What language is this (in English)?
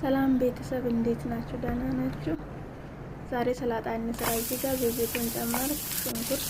Amharic